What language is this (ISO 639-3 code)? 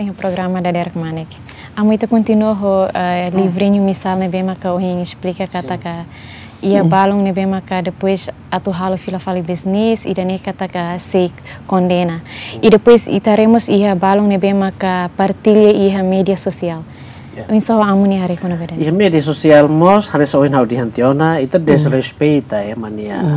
tet